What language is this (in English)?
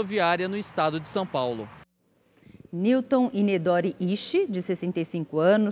Portuguese